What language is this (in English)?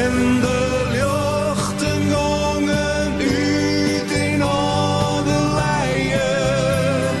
Western Frisian